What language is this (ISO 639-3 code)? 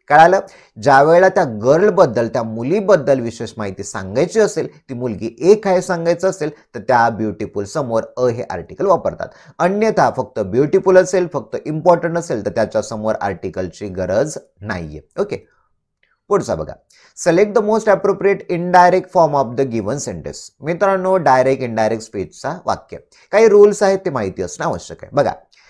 mar